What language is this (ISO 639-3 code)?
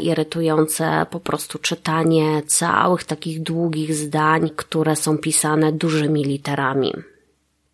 pol